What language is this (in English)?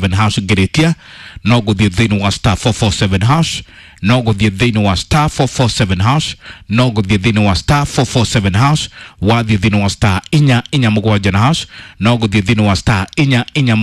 Kikuyu